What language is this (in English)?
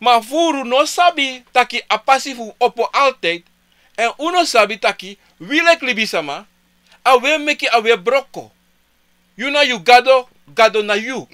Sranan Tongo